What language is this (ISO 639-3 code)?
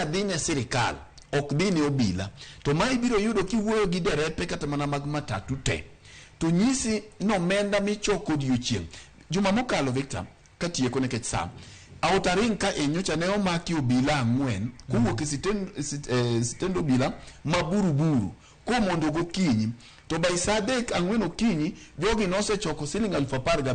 luo